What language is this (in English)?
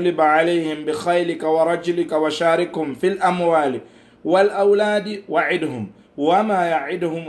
Fula